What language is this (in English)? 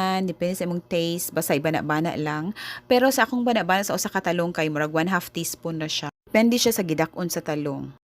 Cebuano